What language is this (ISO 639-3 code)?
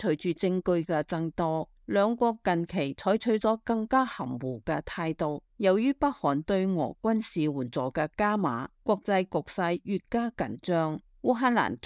yue